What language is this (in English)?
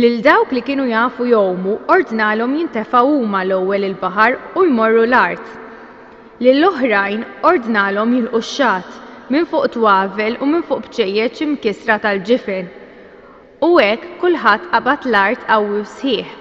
Maltese